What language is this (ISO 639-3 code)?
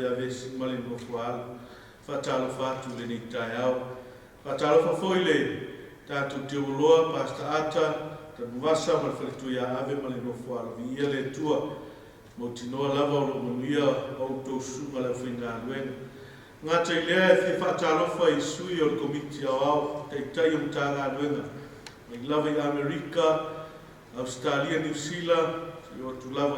smo